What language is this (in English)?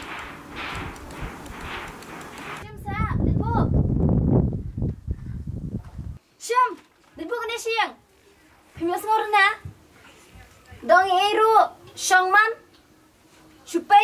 Khasi